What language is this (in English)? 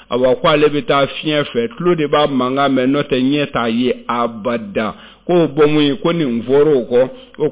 Bambara